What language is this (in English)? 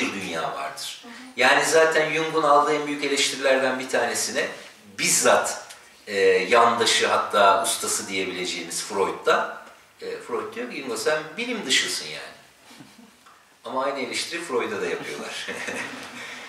Turkish